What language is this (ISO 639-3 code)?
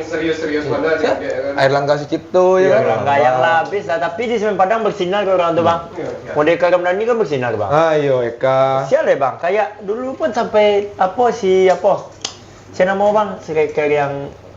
min